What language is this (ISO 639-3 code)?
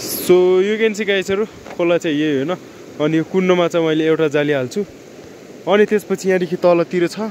nep